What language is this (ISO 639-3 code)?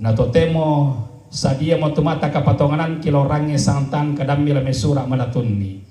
sda